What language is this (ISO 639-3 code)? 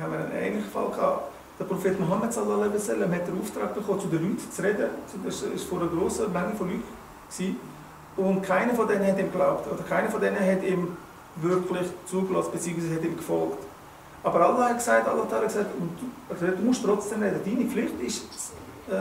gsw